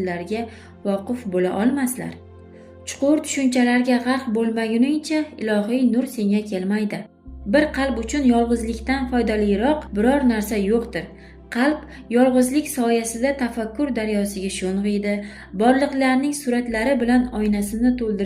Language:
Uzbek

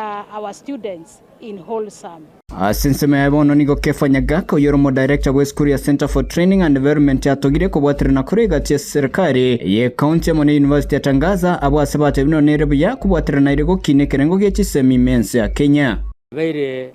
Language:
Gusii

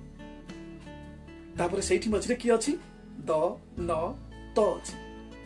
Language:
Odia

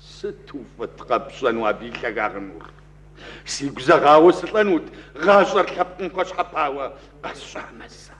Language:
Kabardian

